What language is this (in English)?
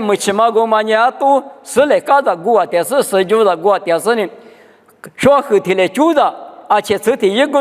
Lisu